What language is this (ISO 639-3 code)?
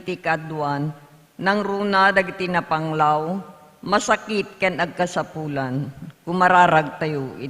ilo